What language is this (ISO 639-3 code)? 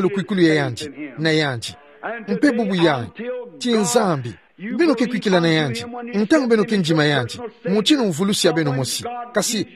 ktu